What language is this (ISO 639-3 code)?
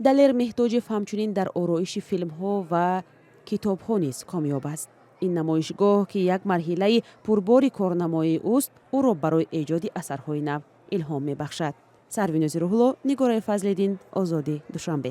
tgk